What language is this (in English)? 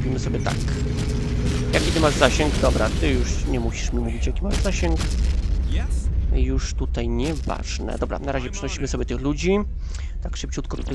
Polish